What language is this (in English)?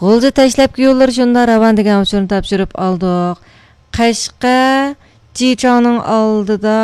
Uyghur